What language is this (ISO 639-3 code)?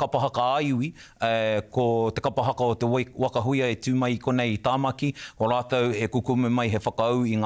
mri